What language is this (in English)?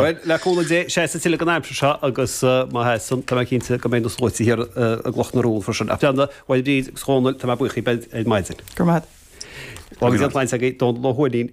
Irish